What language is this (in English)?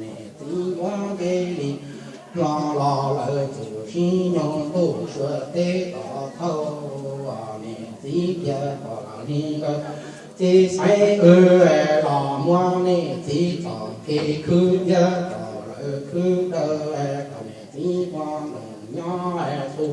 Hmong